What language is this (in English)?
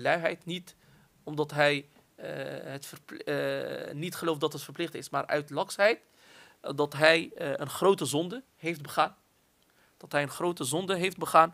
Dutch